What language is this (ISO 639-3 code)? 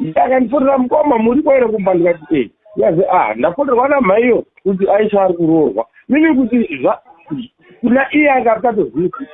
sna